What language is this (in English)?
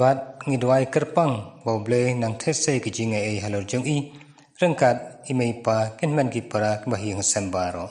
Khasi